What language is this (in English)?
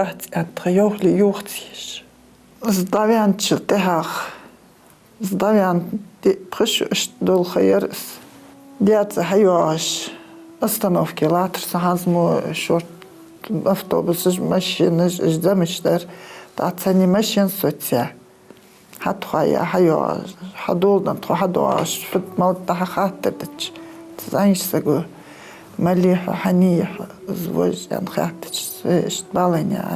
Ingush